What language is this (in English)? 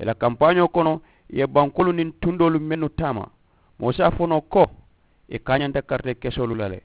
Mandingo